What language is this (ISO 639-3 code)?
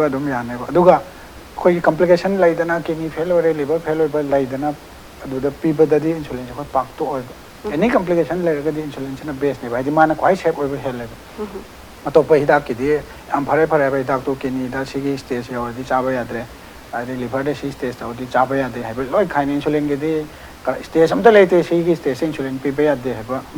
mni